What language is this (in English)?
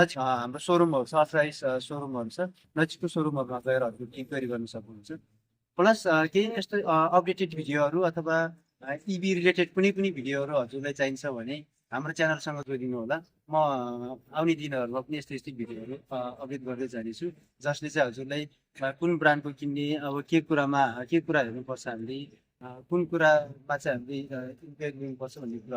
Nepali